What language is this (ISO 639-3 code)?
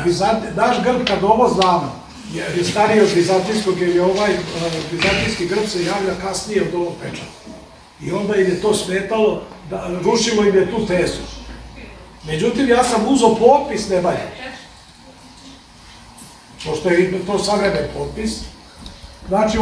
srp